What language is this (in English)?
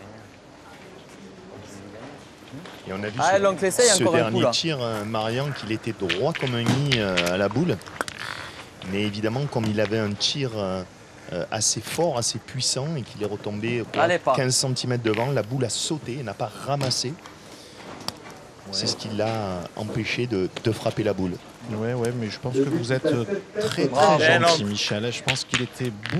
French